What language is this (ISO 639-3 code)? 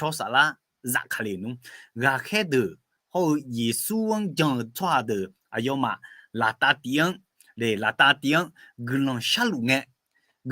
ahk